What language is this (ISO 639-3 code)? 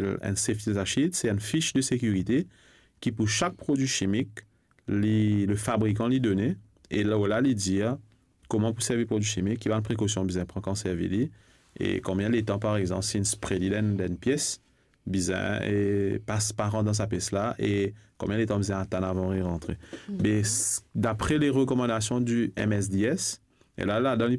mfe